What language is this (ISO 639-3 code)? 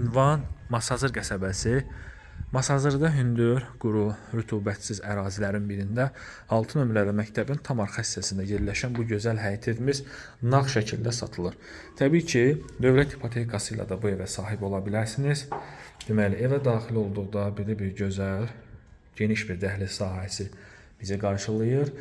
aze